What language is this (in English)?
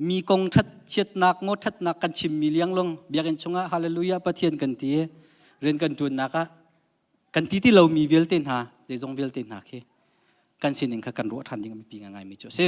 Hakha Chin